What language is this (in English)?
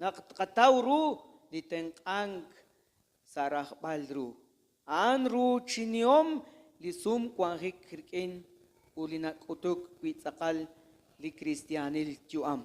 Kekchí